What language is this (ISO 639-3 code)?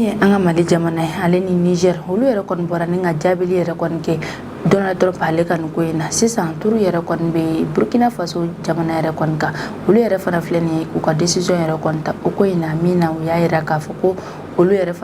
bam